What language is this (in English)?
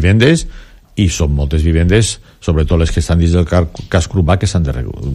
Catalan